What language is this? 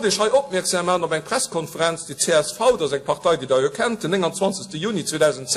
Luxembourgish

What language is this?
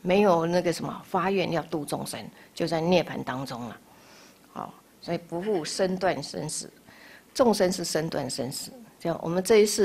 Chinese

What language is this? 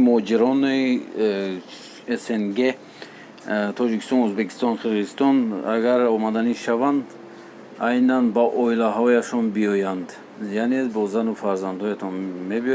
Tajik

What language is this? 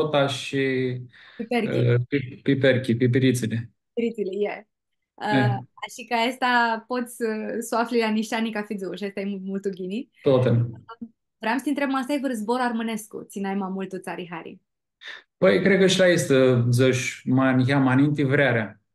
Aromanian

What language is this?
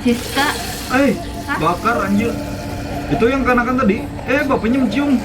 Banjar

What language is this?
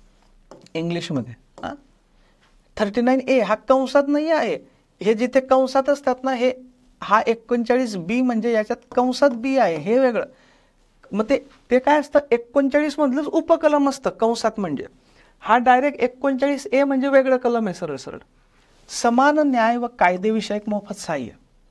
Marathi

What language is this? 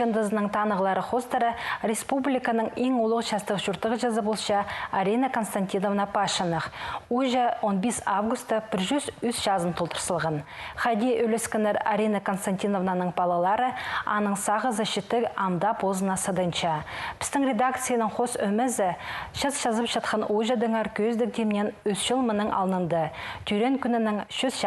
Khakas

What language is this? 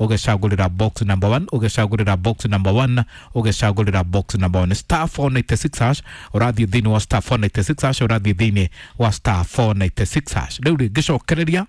Kikuyu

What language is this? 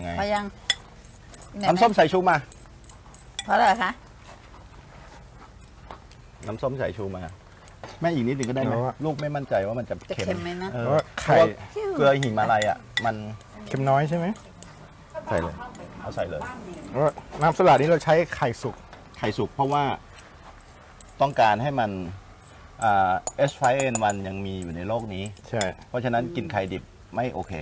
Thai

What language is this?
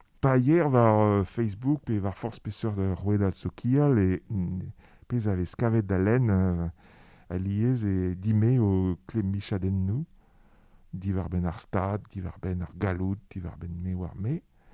Breton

